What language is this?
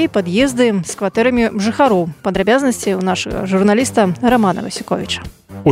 Belarusian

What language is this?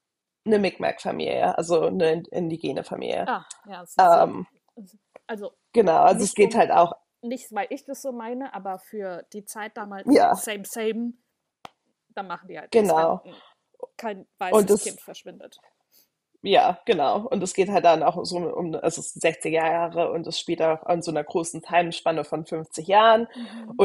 German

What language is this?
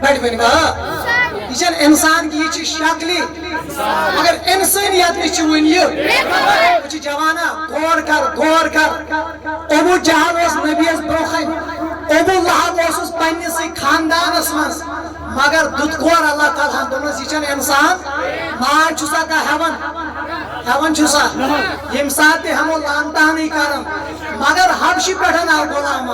Kashmiri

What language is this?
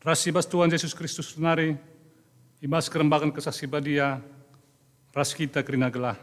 Batak Karo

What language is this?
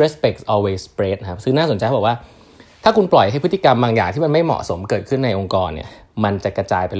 Thai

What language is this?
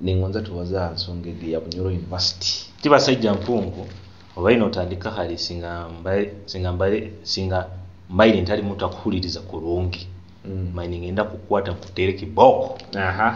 Nyoro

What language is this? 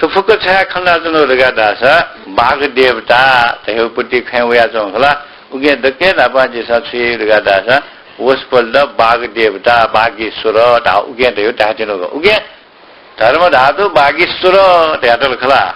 Newari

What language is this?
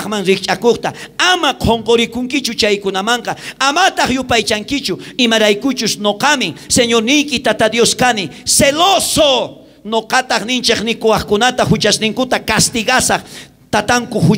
South Bolivian Quechua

